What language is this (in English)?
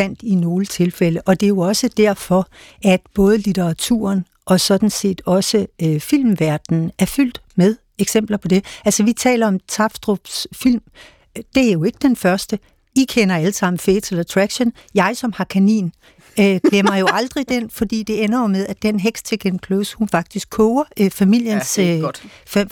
Danish